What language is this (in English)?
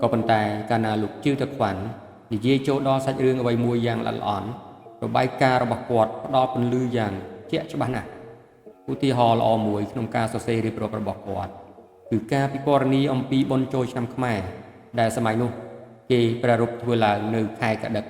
Khmer